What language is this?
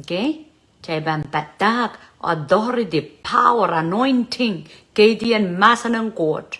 Pohnpeian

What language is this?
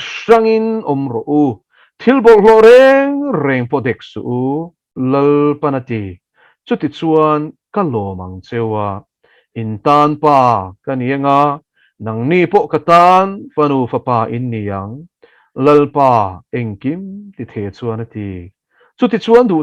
Mizo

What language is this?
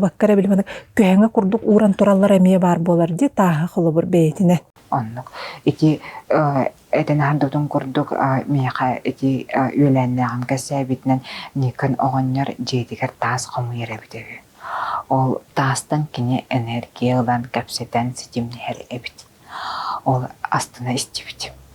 Yakut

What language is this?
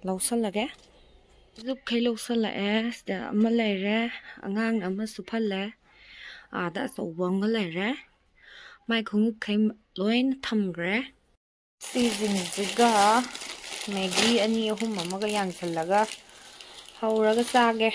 Manipuri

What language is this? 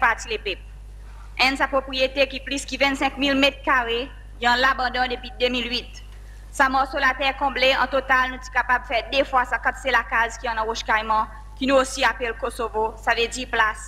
Seselwa Creole French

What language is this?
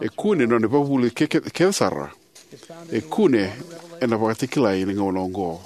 Fijian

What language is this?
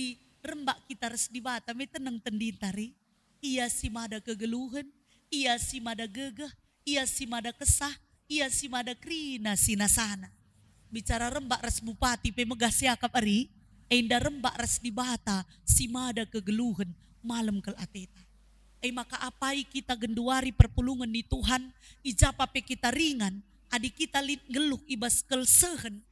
Batak Karo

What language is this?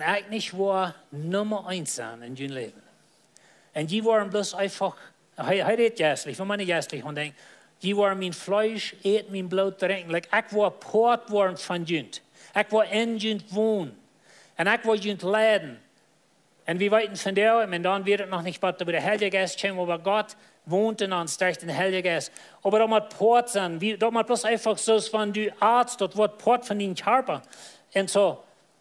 Plautdietsch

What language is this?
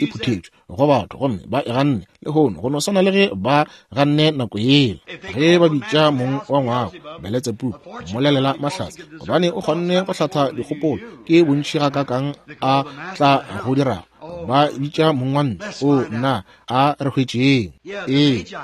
Northern Sotho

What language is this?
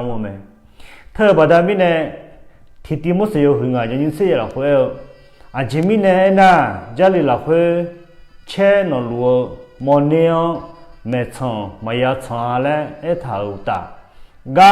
Akha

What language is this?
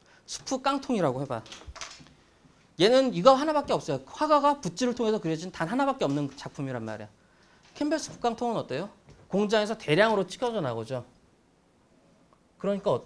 Korean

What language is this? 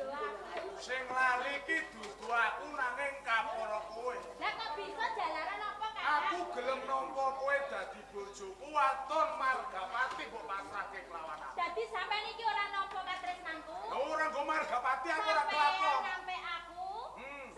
Javanese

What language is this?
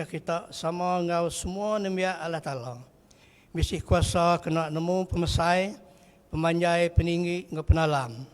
Iban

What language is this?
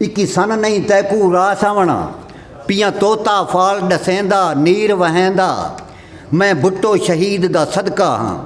Saraiki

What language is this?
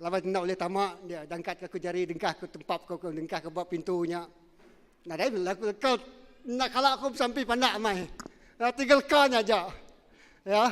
Iban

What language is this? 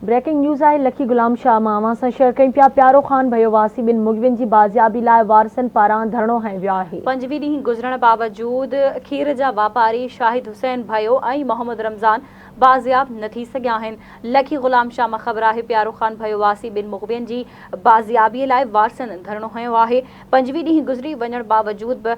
Sindhi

